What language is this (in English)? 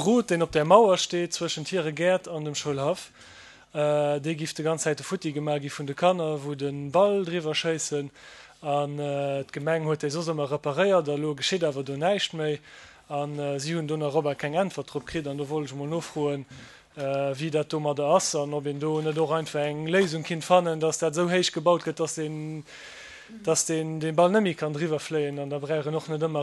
Luxembourgish